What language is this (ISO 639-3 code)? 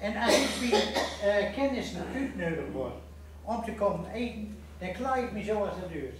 gos